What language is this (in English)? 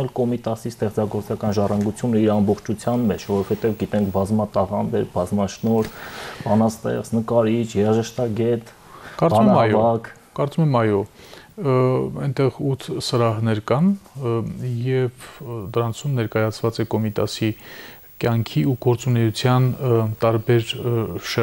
Armenian